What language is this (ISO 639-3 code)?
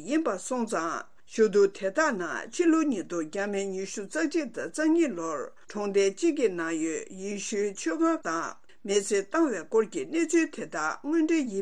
bod